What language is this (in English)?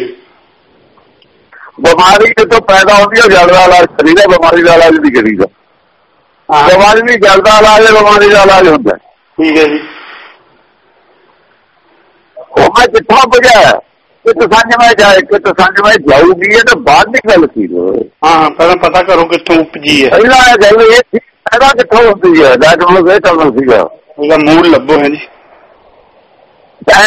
Punjabi